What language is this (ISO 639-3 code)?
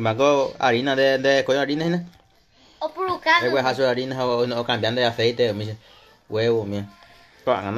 grn